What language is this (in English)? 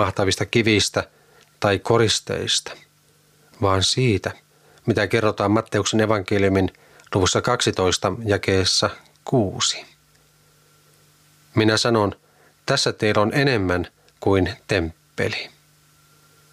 Finnish